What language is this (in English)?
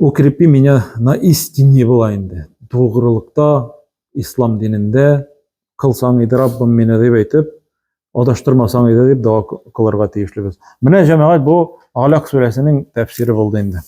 Tatar